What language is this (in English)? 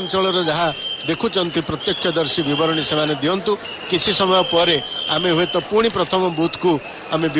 Odia